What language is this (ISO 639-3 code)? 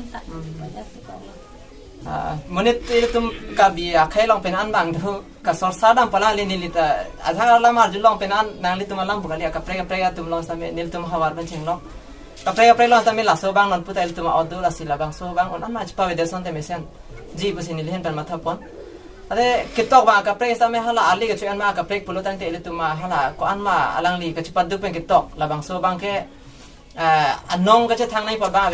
mjw